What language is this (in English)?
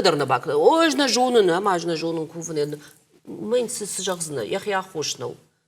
Ossetic